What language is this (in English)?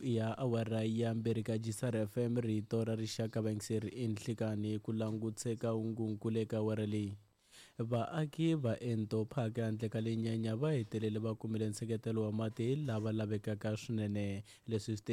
Tsonga